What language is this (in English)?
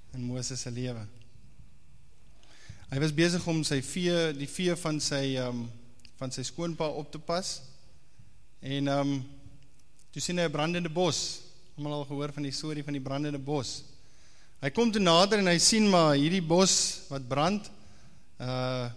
Afrikaans